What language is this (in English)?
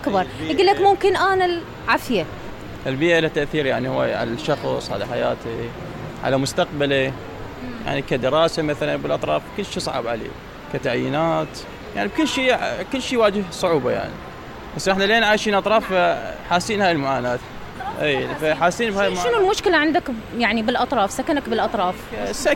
Mesopotamian Arabic